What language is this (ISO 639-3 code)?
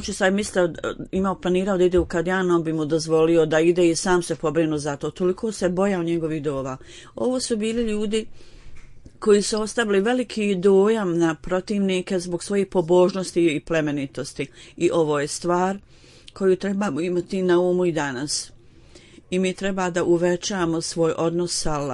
bos